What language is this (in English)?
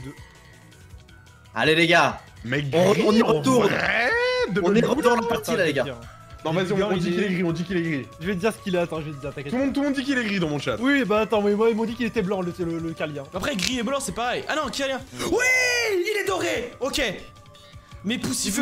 French